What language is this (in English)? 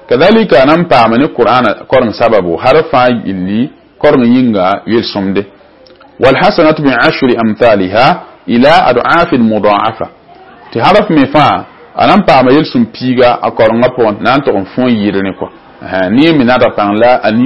Mossi